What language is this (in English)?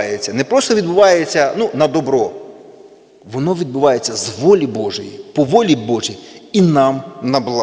Ukrainian